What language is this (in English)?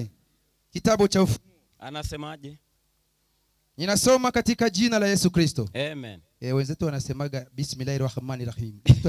Swahili